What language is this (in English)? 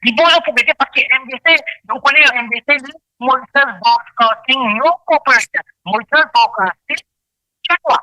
Morisyen